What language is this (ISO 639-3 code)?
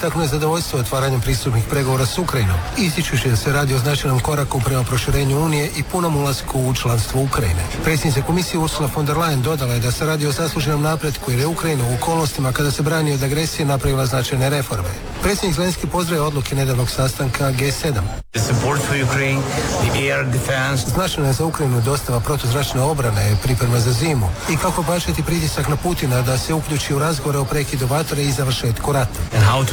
hrv